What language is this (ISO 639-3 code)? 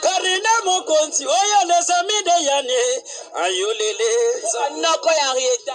lin